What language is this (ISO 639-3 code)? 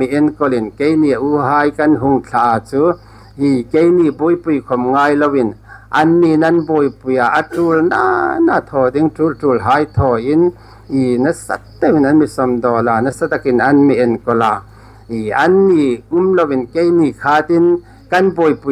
hmr